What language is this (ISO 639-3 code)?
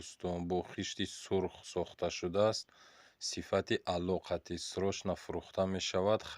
tgk